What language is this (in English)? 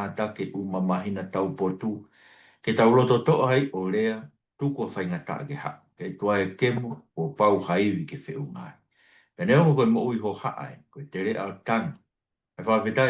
Tongan